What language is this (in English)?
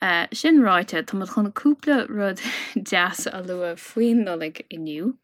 Irish